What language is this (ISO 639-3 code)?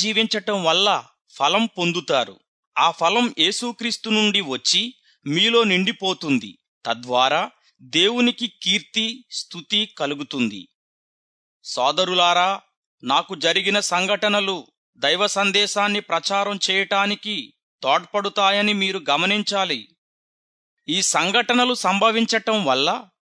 tel